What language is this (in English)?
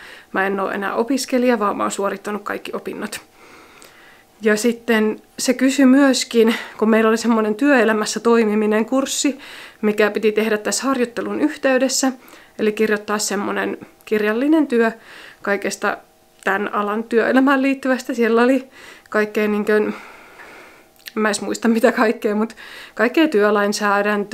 Finnish